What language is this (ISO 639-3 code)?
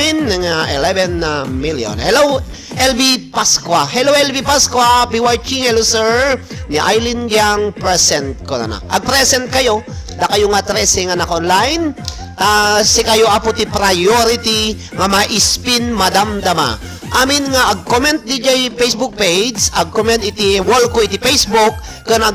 ilo